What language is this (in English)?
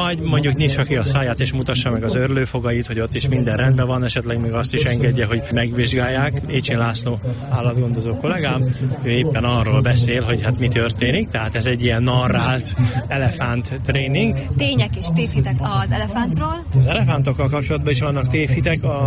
Hungarian